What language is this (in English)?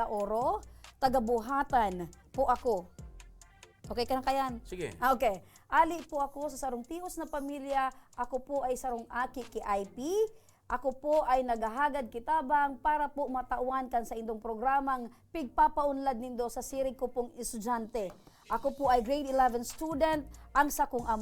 Bikol